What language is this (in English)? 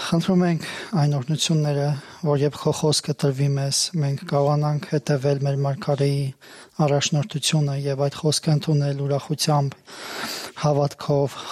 Armenian